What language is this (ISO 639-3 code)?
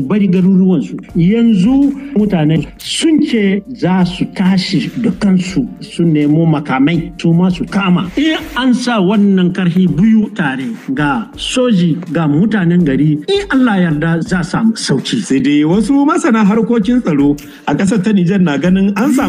hau